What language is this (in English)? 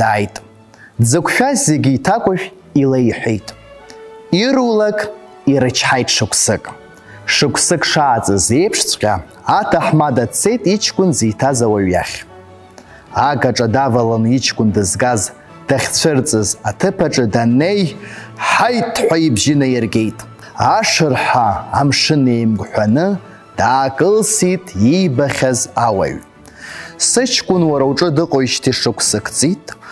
Abkhazian